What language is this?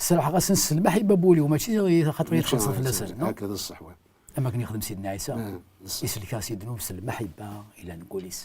Kabyle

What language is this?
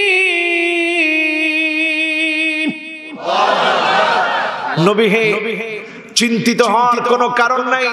Bangla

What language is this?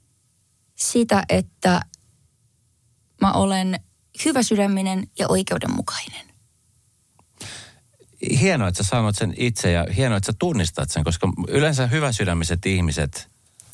Finnish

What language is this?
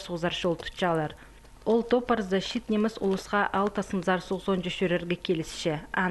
Khakas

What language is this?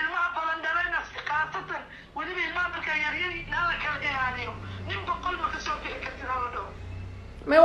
Somali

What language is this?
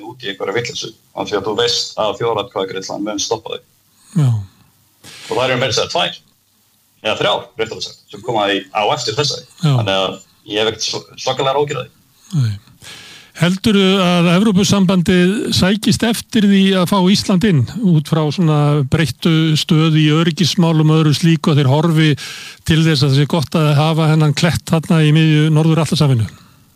Icelandic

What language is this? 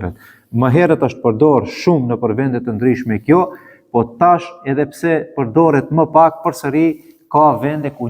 Albanian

